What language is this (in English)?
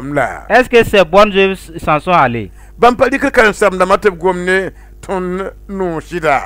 Mossi